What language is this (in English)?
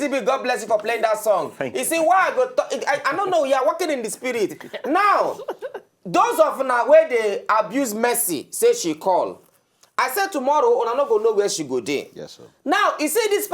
Nigerian Pidgin